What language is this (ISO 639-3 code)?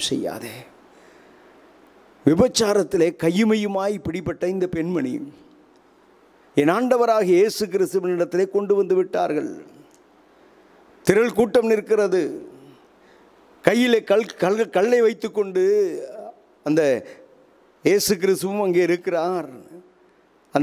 tam